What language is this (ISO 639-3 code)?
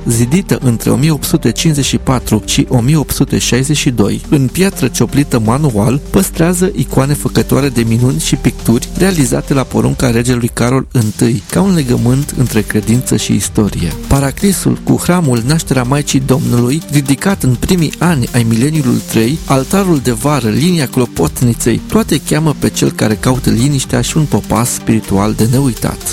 ron